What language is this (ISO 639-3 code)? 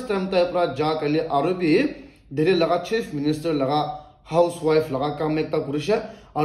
nag